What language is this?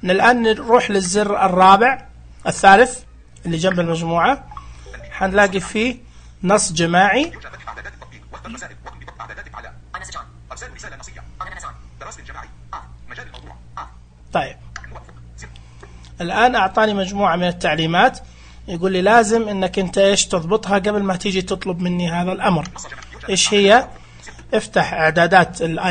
Najdi Arabic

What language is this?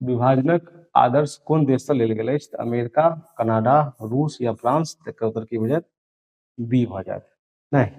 Maithili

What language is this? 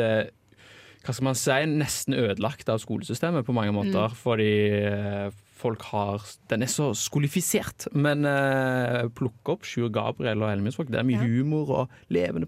Norwegian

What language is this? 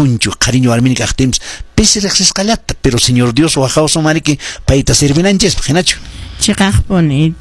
Quechua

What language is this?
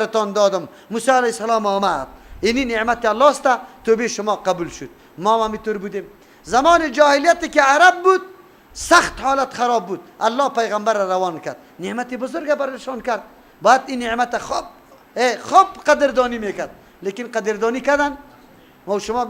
Persian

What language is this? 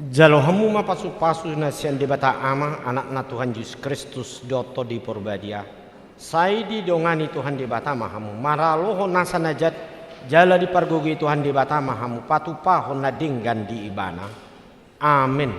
Batak Toba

